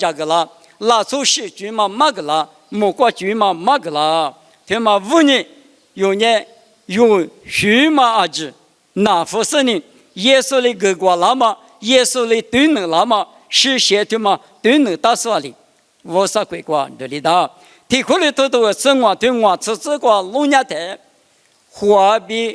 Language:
Lisu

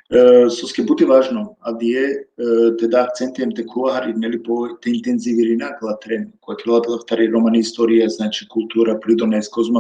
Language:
Balkan Romani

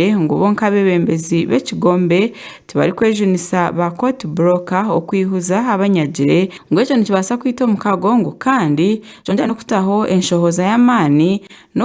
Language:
Nyankole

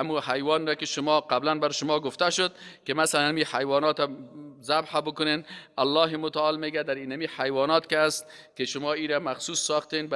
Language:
Persian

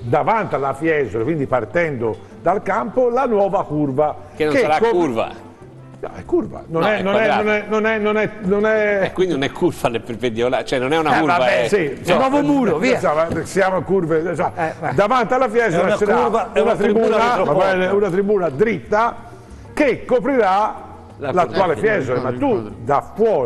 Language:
Italian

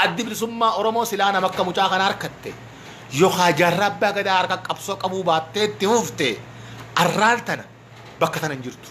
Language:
Oromo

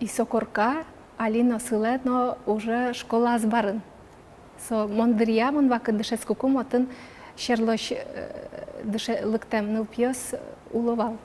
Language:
Udmurt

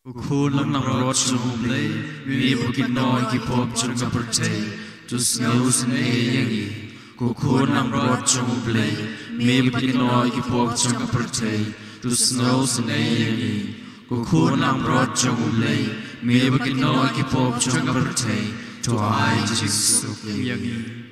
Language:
Khasi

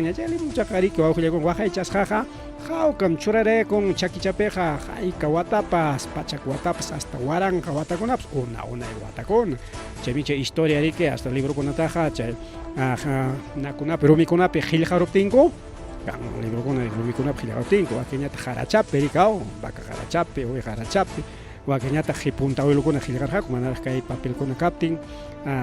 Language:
Ayacucho Quechua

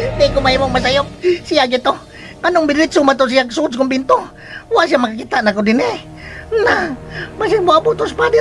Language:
Cebuano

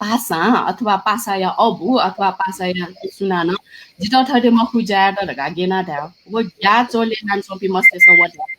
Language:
Newari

